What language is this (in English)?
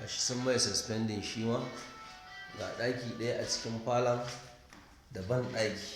Hausa